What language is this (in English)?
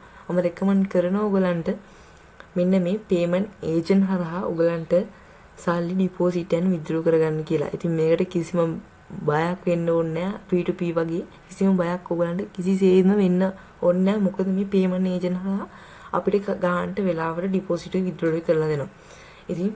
Sinhala